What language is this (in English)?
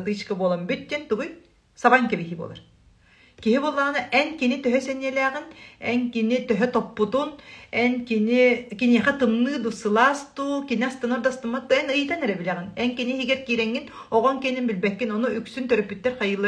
Yakut